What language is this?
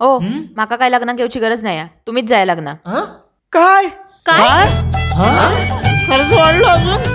Konkani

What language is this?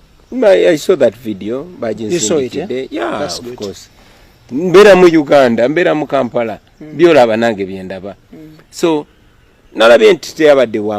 Ganda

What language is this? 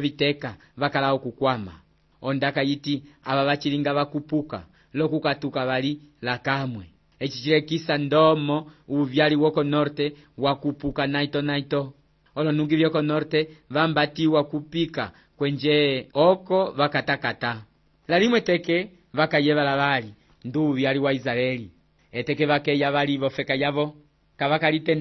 Umbundu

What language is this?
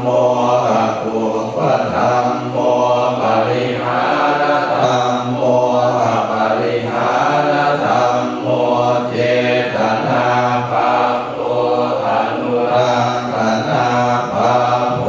Pali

